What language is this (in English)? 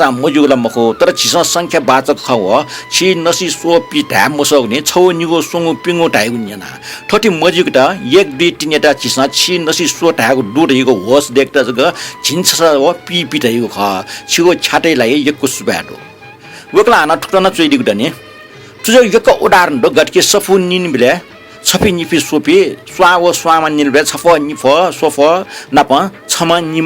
Newari